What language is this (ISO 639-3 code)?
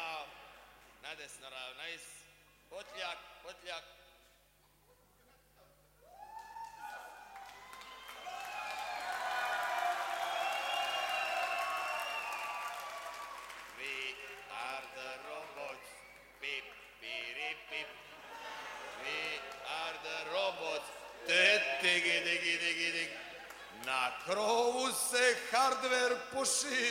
srp